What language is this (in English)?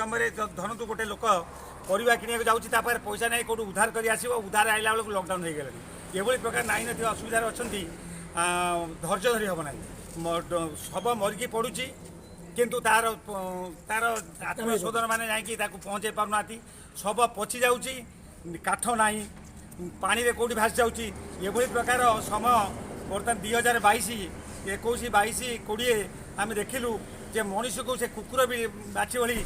Odia